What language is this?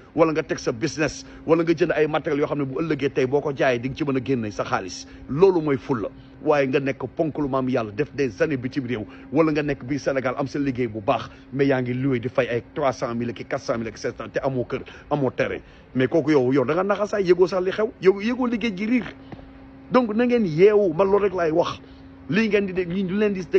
Wolof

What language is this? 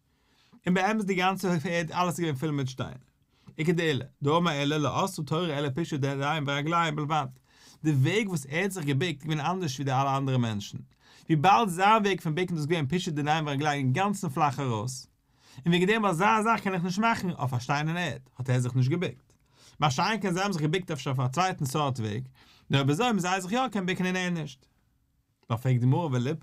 Yiddish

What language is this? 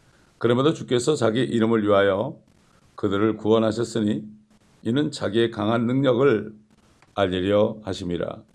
Korean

